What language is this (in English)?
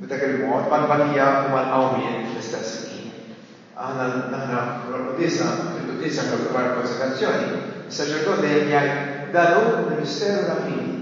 Maltese